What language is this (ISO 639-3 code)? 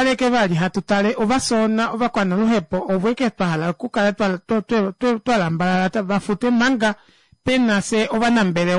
kua